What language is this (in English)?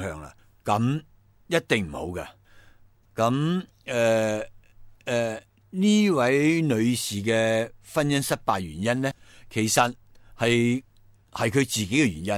Cantonese